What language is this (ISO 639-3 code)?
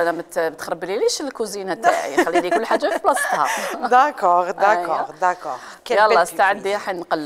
arq